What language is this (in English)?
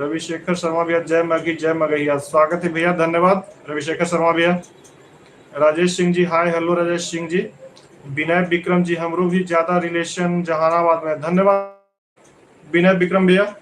Magahi